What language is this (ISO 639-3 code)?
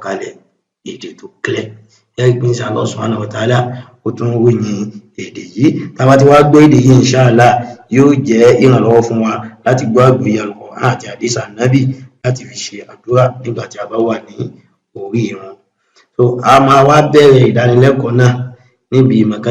yor